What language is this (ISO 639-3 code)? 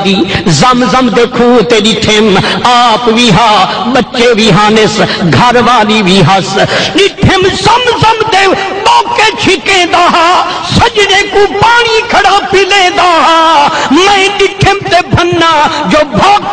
skr